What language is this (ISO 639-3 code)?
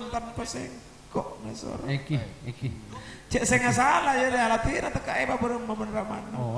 mad